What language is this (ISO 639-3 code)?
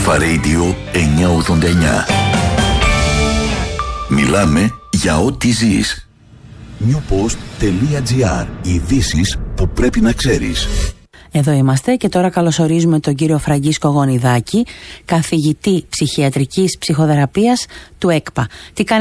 ell